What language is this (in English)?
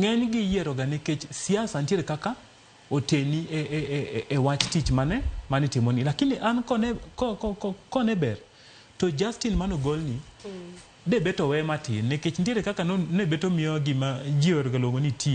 Luo (Kenya and Tanzania)